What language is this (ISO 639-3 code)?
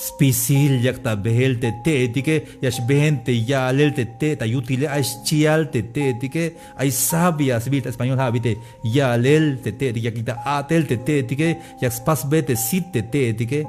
tzh